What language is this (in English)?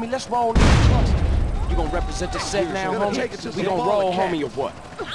Bavarian